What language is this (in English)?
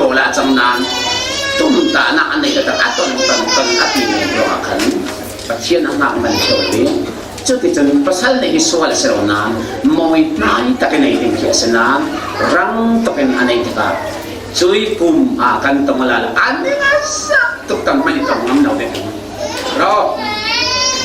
Falam Chin